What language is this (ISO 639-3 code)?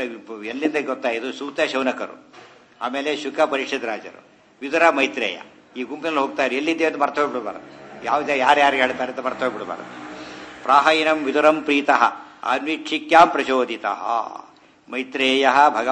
kan